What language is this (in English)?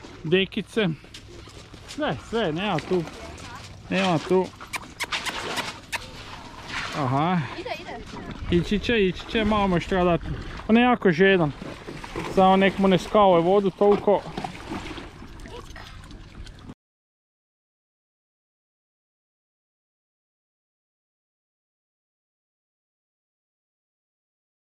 Croatian